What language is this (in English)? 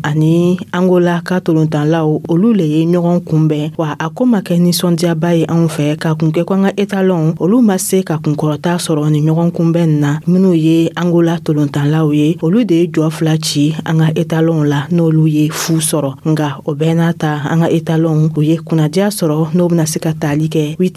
Dyula